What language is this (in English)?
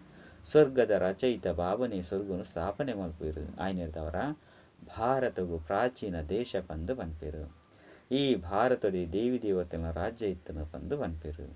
Tulu